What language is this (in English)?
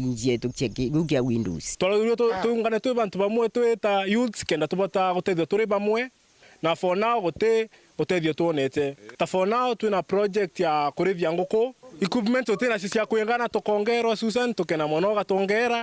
Meru